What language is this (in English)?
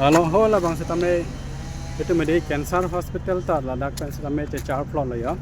Karbi